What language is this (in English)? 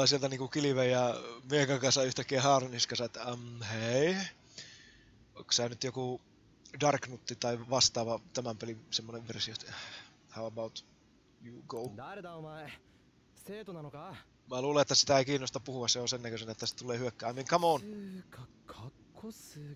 Finnish